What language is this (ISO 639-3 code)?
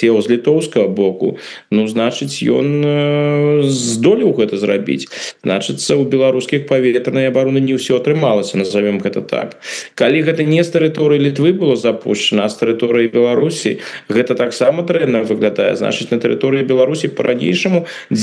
bel